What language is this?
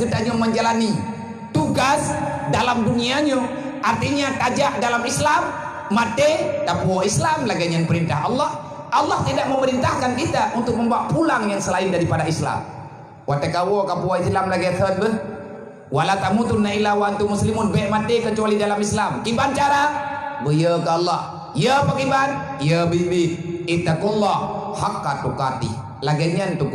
Achinese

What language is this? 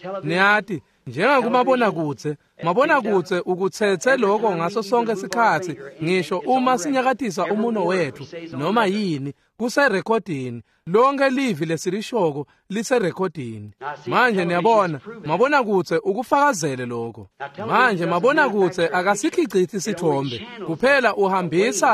Swati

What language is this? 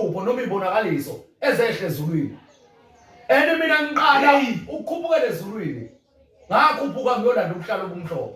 Zulu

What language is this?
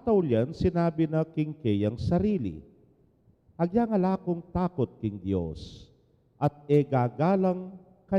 Pampanga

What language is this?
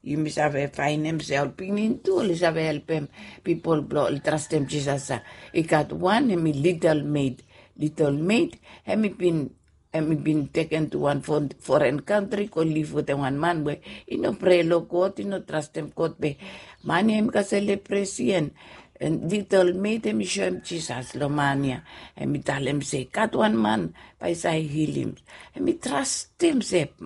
Bislama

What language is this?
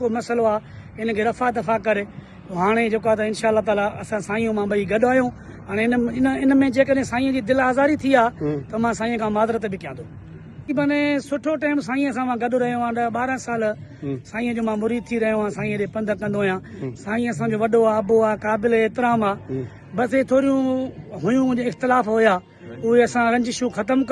Sindhi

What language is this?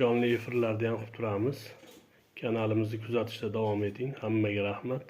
Uzbek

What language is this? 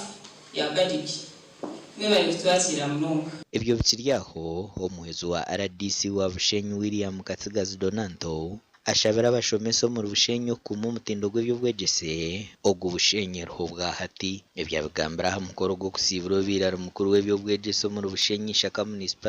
Nyankole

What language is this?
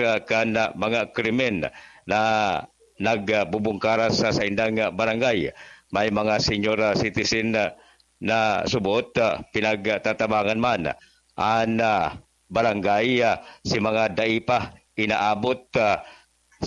Bikol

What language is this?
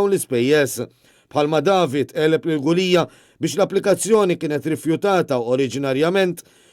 Maltese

